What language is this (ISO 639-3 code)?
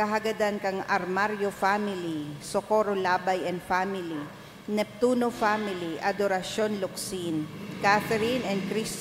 bik